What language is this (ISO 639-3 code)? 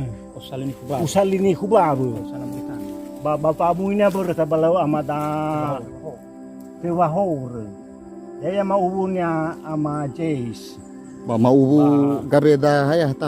nia